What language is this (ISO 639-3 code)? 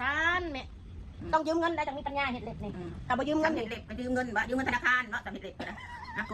tts